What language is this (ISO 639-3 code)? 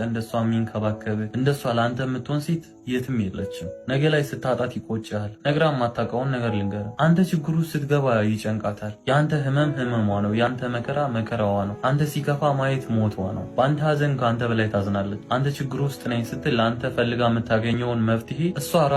amh